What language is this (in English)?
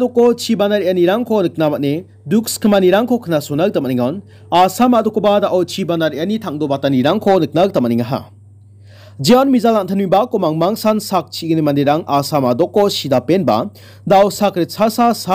Garo